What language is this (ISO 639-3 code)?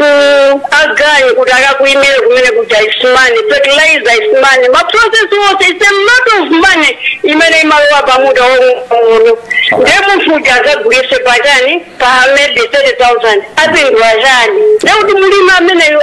nya